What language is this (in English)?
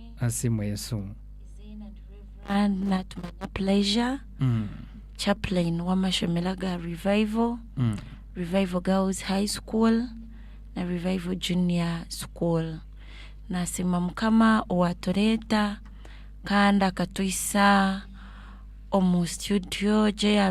Nyankole